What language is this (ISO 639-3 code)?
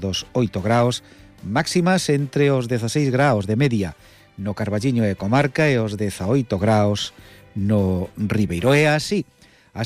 glg